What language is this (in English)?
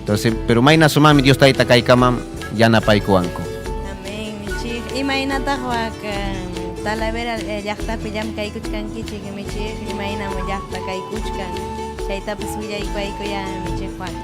Ayacucho Quechua